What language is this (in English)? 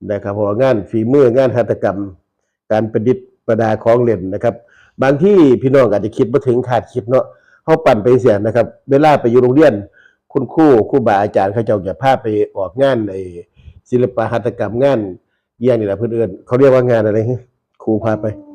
Northeastern Thai